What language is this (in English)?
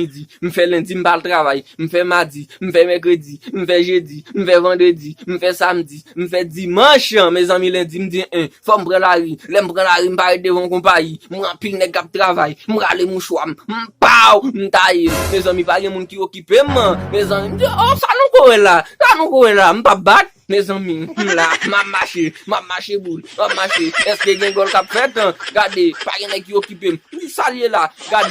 Haitian Creole